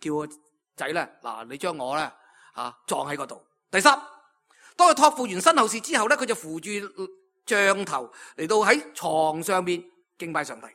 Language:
Cantonese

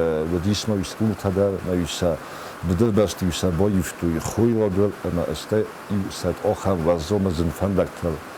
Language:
Ossetic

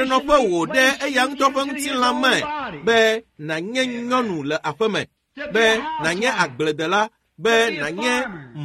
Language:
Ewe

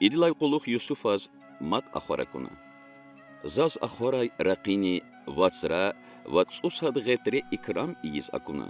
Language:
Lezghian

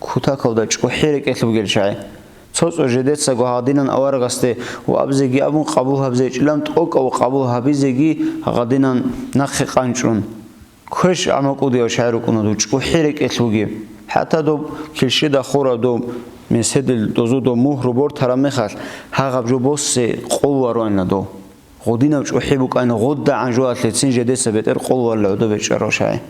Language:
Avaric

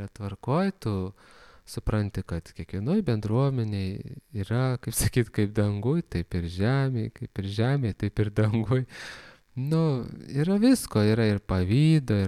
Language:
Lithuanian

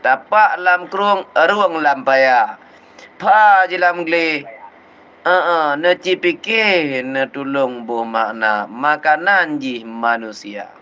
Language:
Achinese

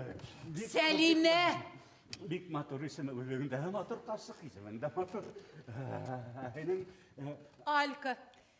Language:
Bashkir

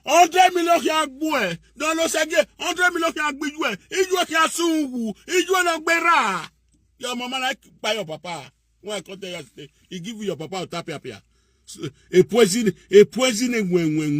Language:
Nigerian Pidgin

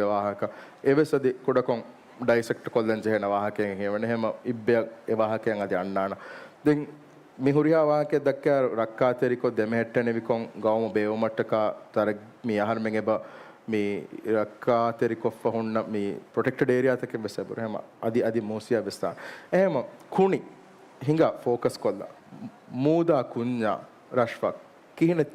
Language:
Divehi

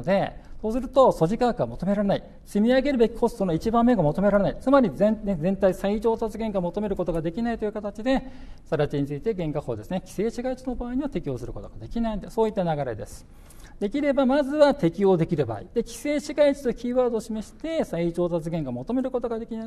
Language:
Japanese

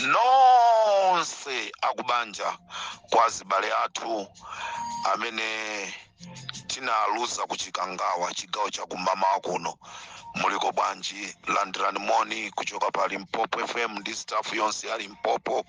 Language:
Nyanja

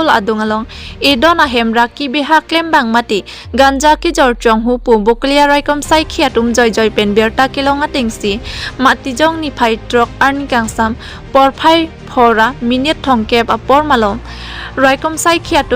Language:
Karbi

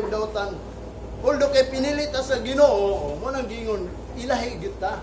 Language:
Cebuano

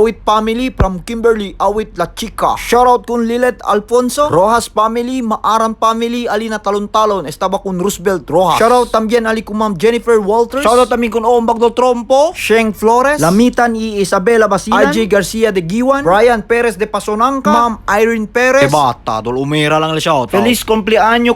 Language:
Chavacano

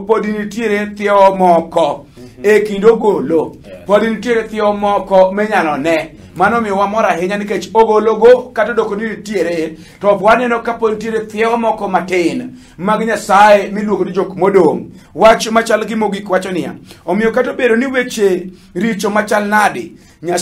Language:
Luo (Kenya and Tanzania)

